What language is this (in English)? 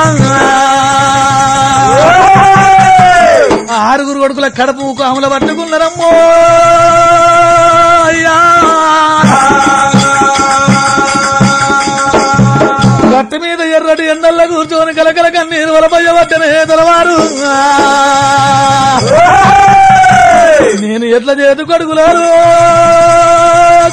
Telugu